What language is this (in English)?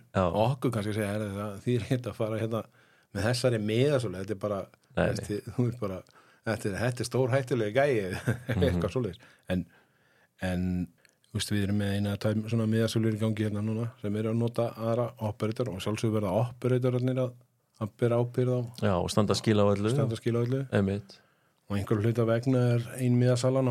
Icelandic